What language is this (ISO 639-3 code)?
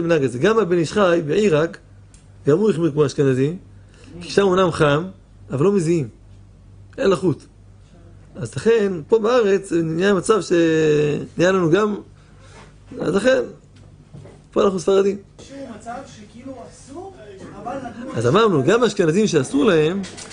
heb